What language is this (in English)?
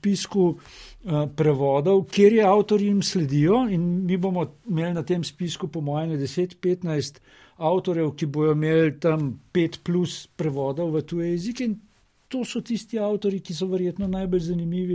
Slovenian